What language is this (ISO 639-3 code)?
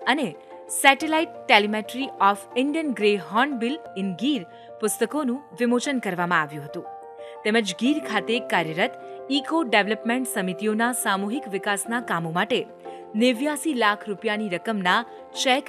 guj